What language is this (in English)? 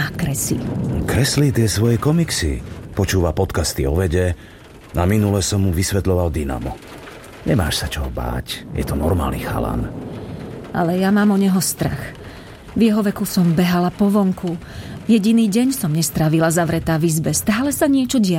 Slovak